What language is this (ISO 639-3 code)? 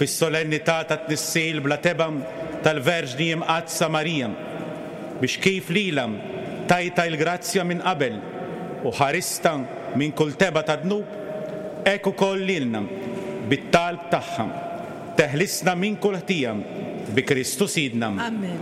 mlt